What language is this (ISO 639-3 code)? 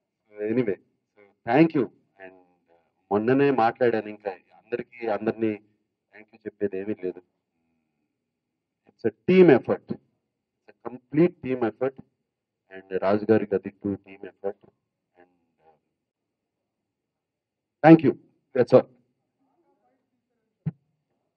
tel